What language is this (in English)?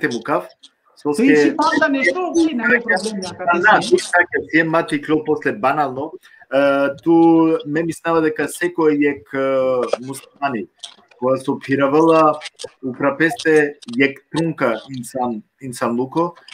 Balkan Romani